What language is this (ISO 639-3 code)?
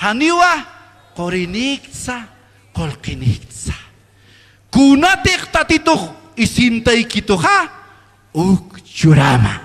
aym